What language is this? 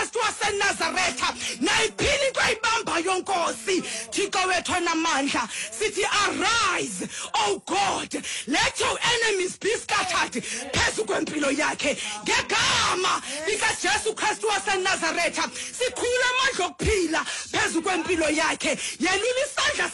Xhosa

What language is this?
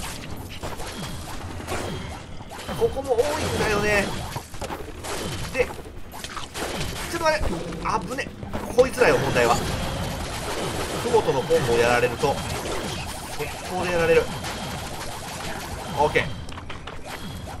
Japanese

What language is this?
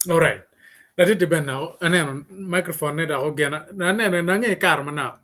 Acoli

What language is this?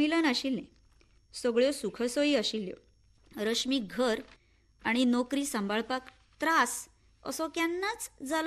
Konkani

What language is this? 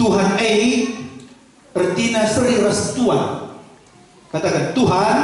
Batak Karo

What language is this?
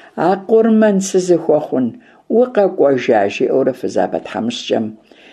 Kabardian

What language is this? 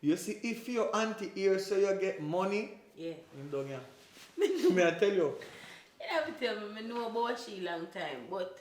Jamaican Creole English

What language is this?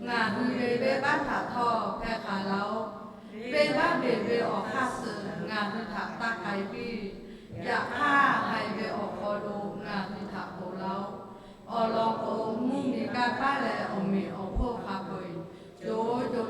Lahu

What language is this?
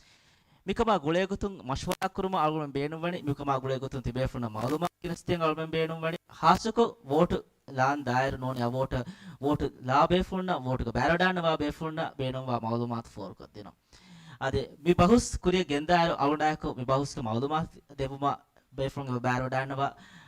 Divehi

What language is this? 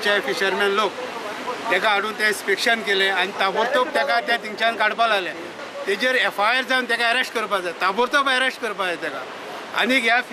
Konkani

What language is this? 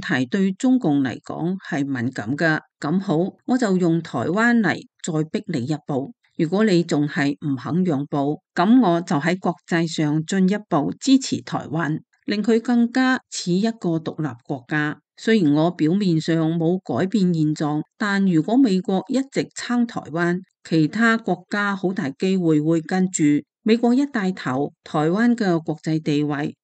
Cantonese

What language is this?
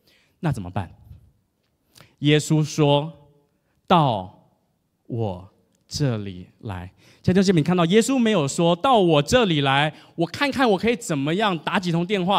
Chinese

